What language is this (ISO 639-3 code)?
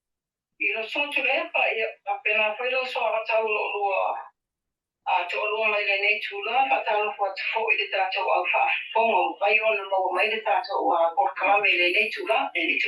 smo